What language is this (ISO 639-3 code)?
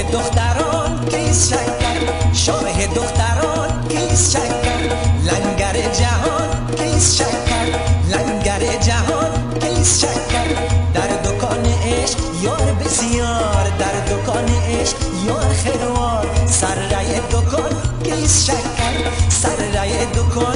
fas